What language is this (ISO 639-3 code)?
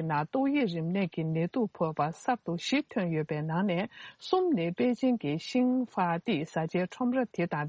bod